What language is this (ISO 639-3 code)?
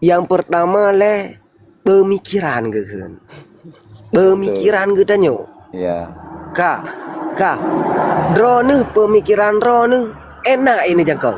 ace